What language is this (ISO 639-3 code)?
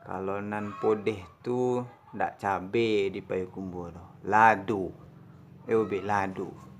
min